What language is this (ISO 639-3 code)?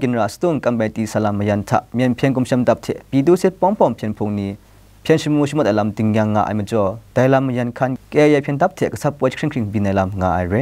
kac